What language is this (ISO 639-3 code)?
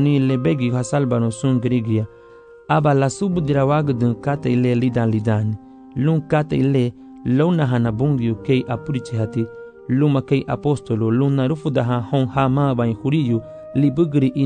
cab